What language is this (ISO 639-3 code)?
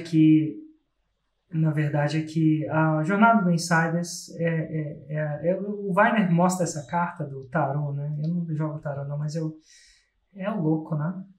por